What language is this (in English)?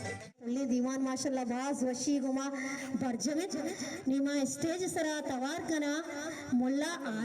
Baluchi